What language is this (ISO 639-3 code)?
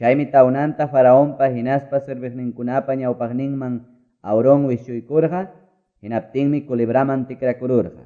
que